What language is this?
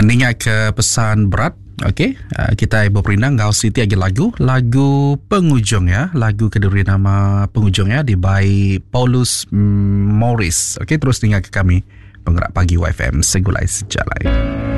Iban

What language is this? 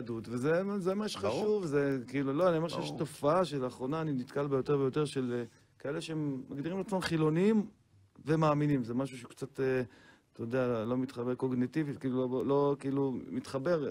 Hebrew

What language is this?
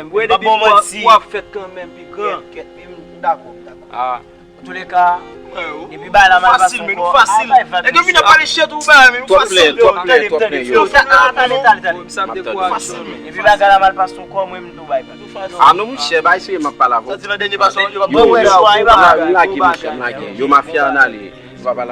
Haitian Creole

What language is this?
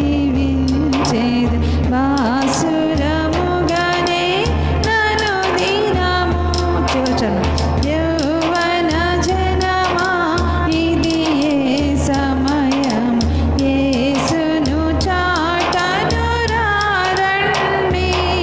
Telugu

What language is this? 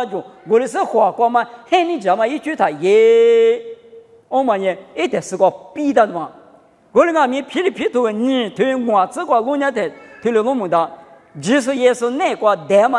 Lisu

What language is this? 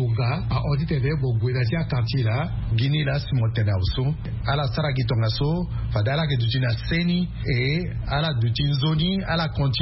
Sango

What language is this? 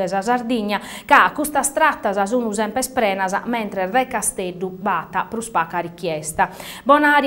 Sardinian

